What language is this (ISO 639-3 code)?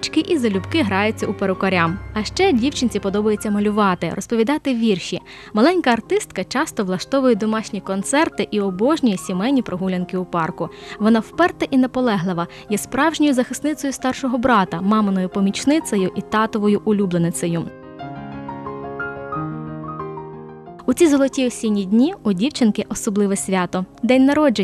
ukr